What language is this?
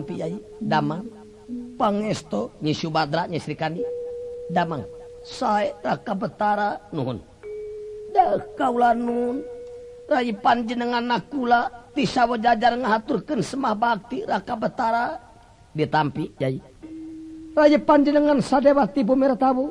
Sundanese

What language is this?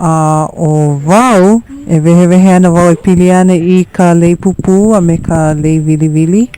Hawaiian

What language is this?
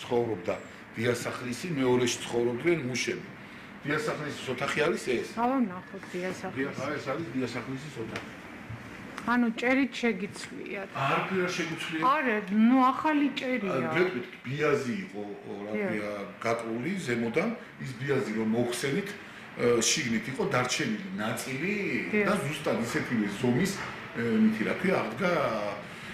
Georgian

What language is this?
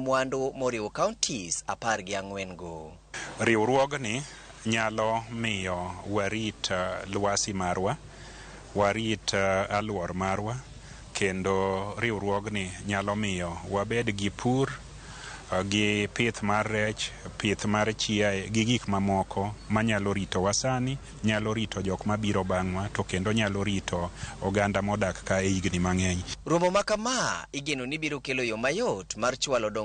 Luo (Kenya and Tanzania)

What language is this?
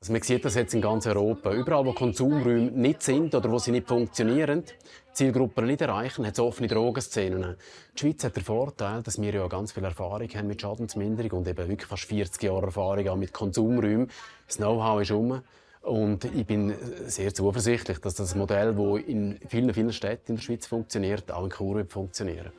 Romansh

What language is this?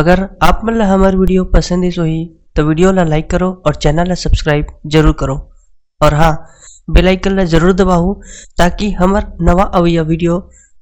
Chhattisgarhi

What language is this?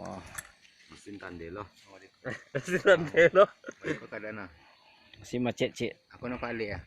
Minangkabau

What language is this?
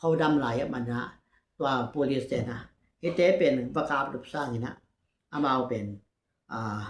Tedim Chin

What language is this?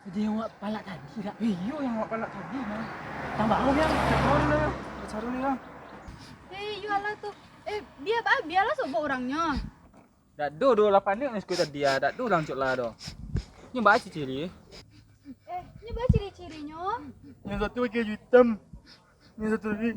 Minangkabau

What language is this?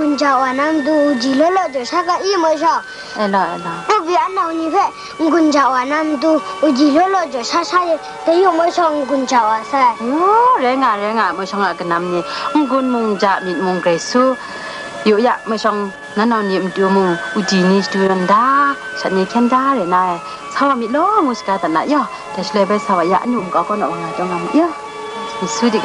Kachin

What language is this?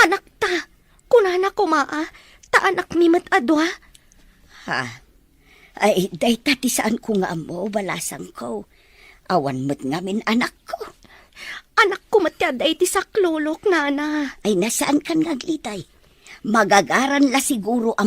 Iloko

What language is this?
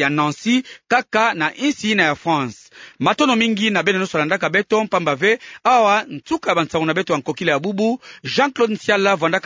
Kituba (Democratic Republic of Congo)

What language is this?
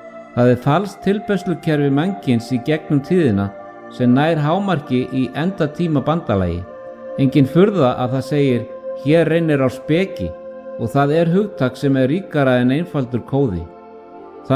Icelandic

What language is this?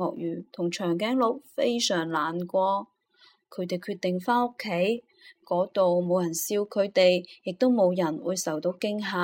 Cantonese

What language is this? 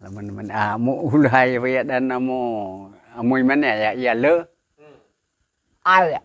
Nias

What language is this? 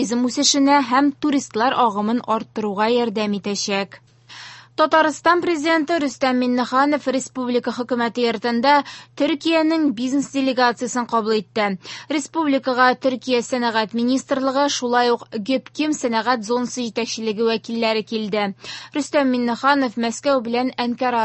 Tatar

